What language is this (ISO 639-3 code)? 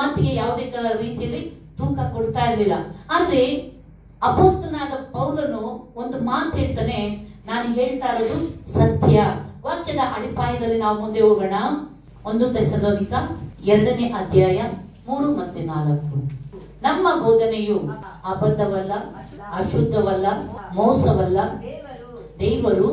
kan